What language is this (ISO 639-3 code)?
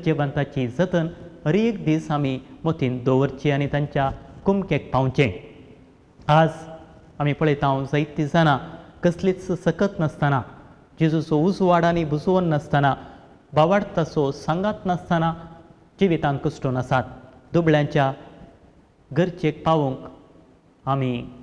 kok